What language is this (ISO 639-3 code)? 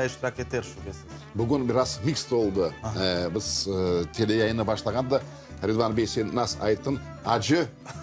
crh